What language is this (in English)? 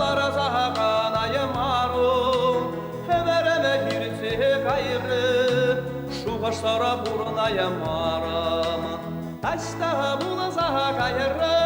Chuvash